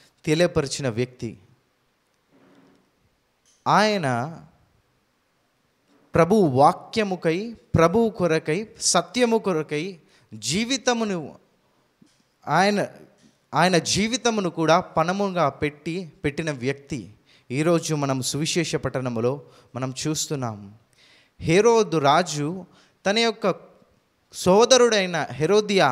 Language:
Telugu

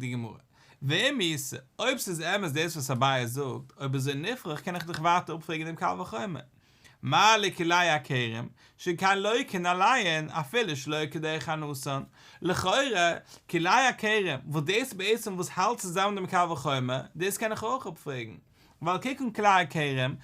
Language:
Yiddish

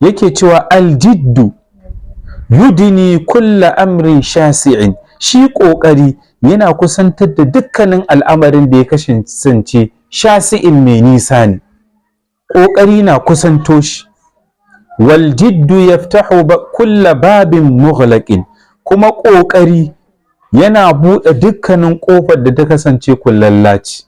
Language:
Hausa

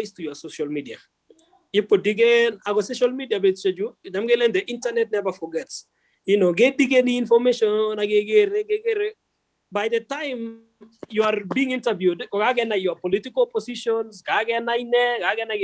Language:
Kalenjin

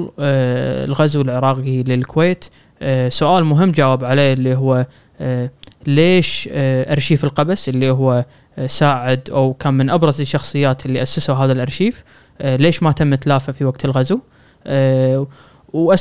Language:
Gulf Arabic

